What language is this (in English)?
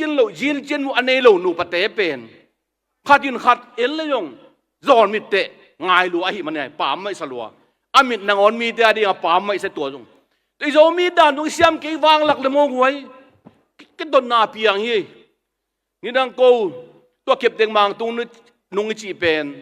Tedim Chin